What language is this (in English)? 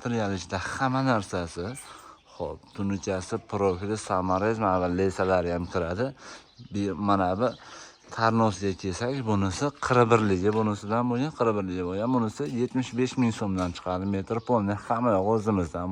Uzbek